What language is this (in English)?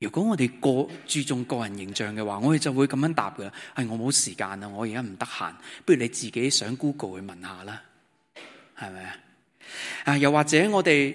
Cantonese